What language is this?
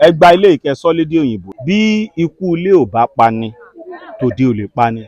Yoruba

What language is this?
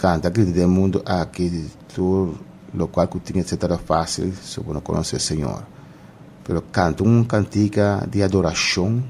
Papiamento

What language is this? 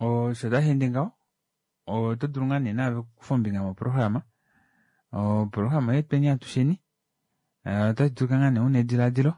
Kuanyama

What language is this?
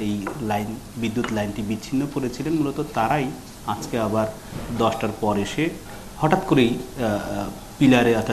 Bangla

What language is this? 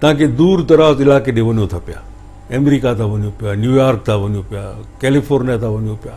Sindhi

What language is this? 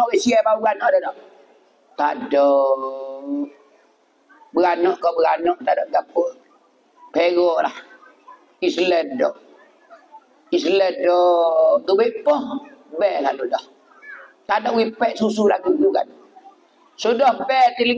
Pattani Malay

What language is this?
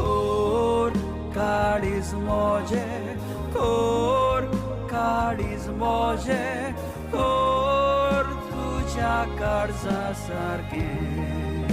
Konkani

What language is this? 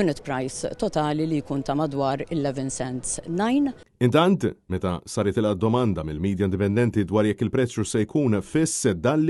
Maltese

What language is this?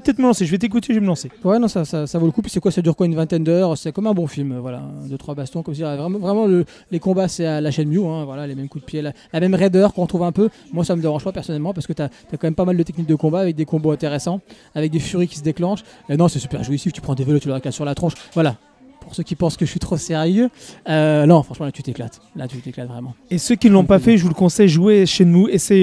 French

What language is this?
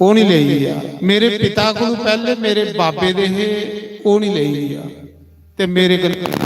Dogri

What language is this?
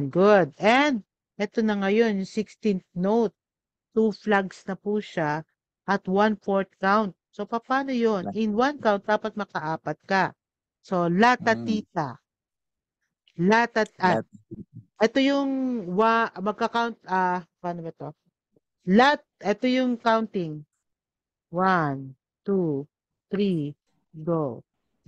Filipino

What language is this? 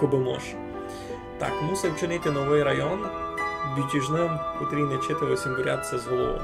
Rusyn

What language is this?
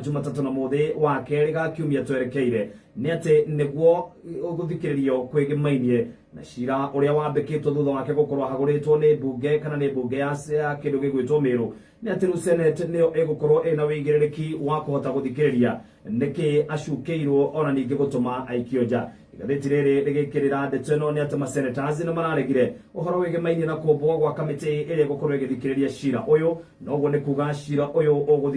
Kikuyu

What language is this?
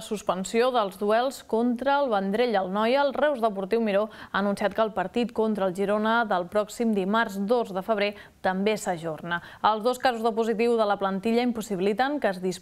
Catalan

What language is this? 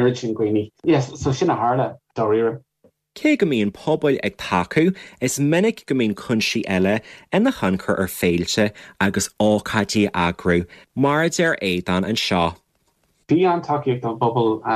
Irish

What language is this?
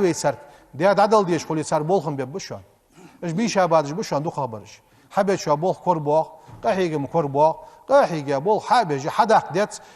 Ingush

